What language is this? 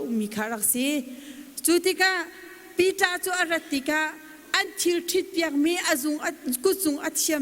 Hakha Chin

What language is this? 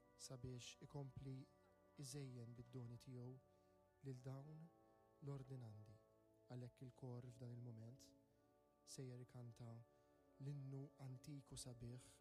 Maltese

